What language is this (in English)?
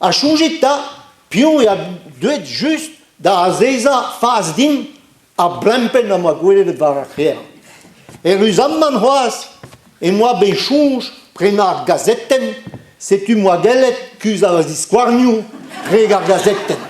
Breton